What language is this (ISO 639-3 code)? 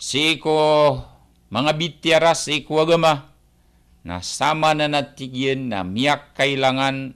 mrw